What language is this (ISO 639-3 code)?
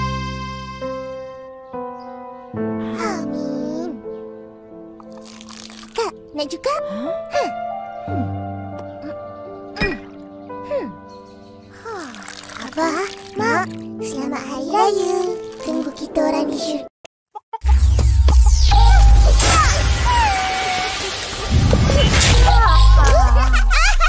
msa